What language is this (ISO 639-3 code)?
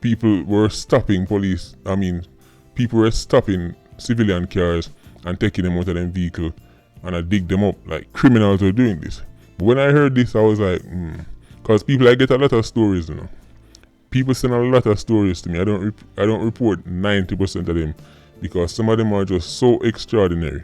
jam